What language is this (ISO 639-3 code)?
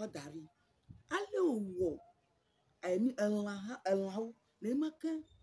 ewe